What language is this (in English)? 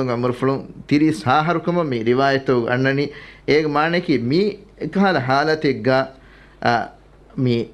Divehi